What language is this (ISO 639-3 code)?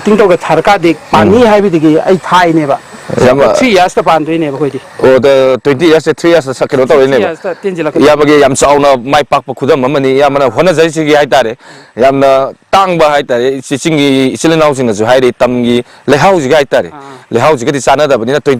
mni